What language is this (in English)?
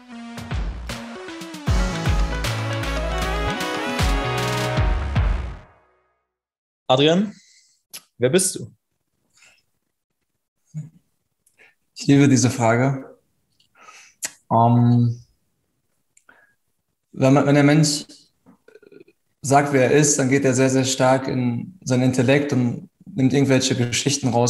German